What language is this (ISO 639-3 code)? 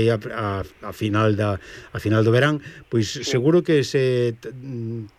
glg